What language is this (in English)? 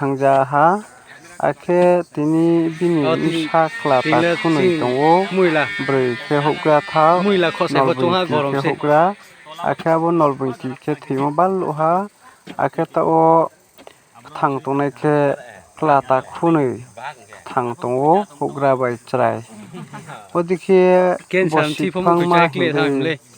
Riang (India)